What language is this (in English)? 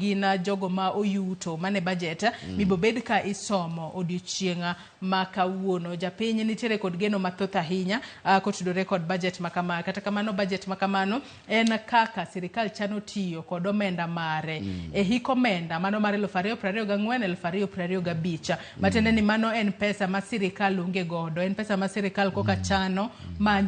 Luo (Kenya and Tanzania)